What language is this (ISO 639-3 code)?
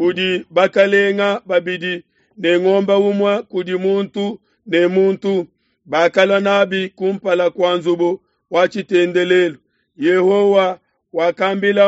lua